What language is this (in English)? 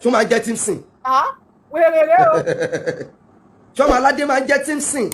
Yoruba